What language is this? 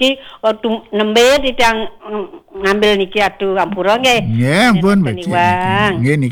Balinese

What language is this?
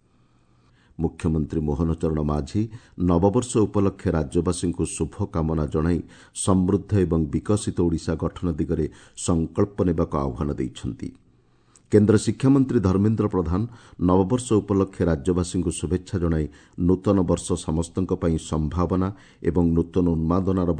Odia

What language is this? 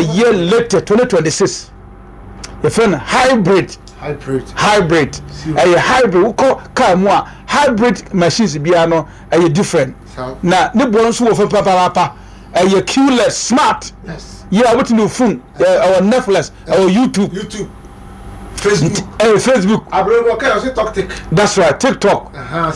Akan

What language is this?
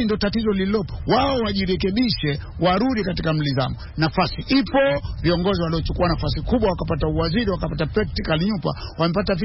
Swahili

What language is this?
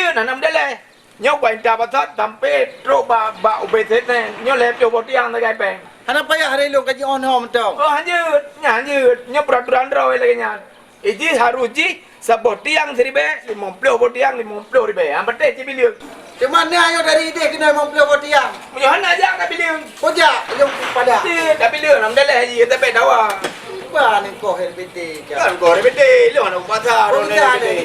Achinese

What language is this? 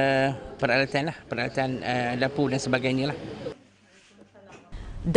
Malay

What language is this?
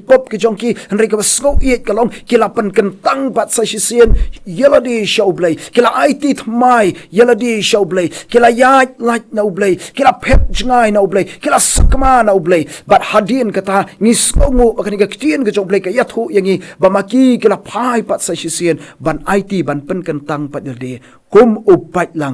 Khasi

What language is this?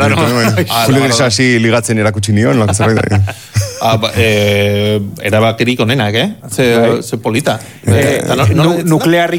Basque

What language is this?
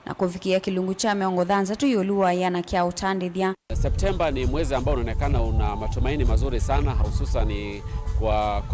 Kamba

